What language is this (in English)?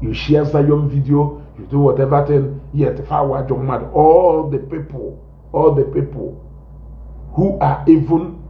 Igbo